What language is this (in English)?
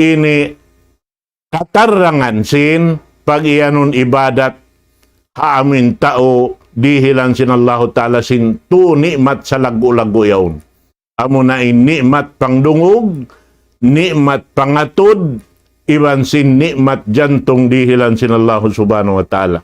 Tausug